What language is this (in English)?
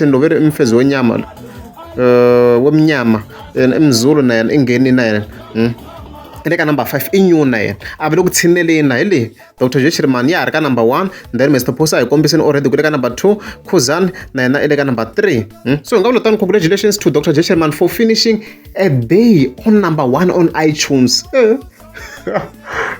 Tsonga